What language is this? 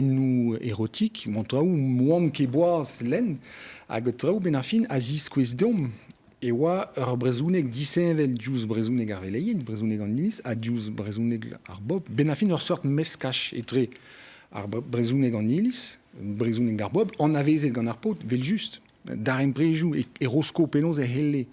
Breton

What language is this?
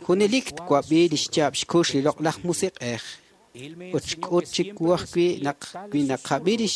Kekchí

